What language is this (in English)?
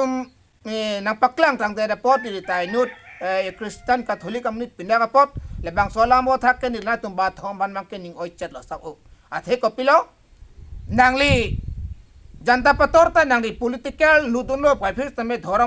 Karbi